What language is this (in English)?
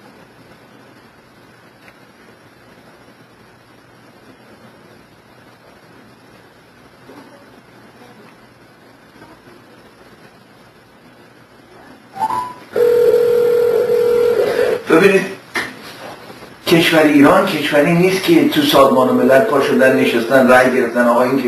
Persian